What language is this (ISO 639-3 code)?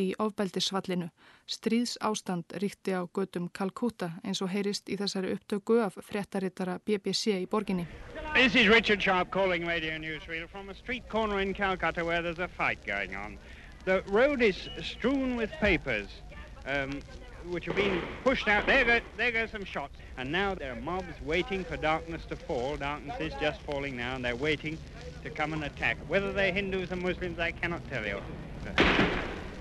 isl